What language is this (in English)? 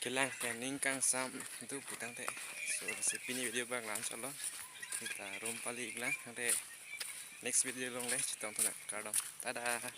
Karbi